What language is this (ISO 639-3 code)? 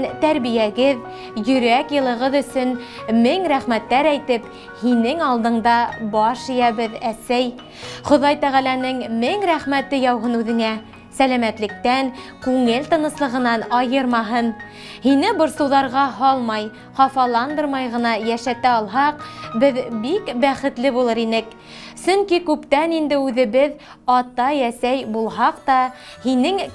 bak